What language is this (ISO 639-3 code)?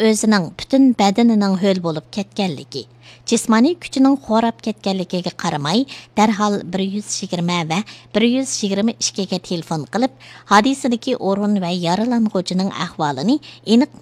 uig